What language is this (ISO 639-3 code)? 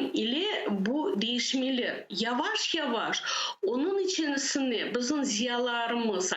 crh